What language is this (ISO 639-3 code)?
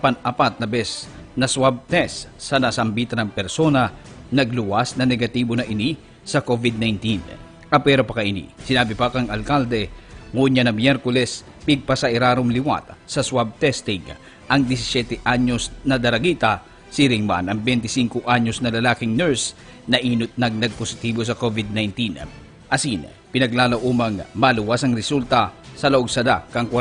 bik